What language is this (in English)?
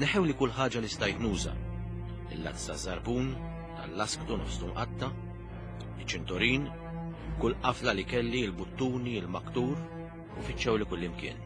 Maltese